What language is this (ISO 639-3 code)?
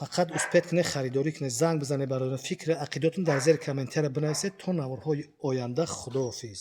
tgk